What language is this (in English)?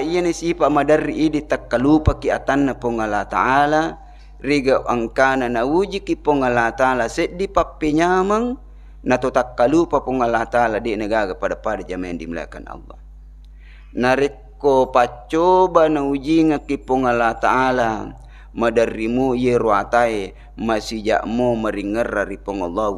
Buginese